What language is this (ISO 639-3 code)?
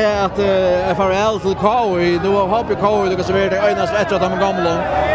fao